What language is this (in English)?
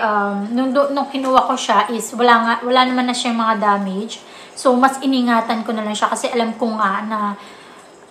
Filipino